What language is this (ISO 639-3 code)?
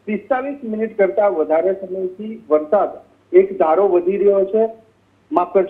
guj